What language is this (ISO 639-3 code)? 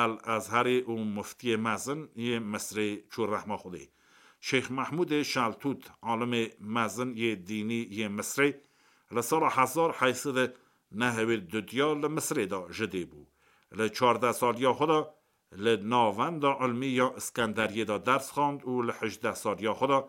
kur